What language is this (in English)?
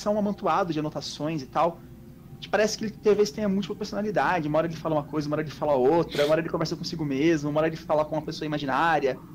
Portuguese